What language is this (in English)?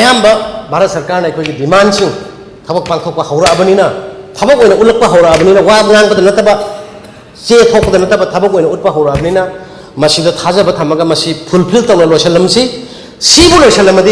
Manipuri